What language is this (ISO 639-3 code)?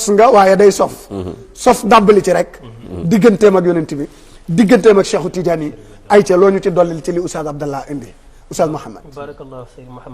wol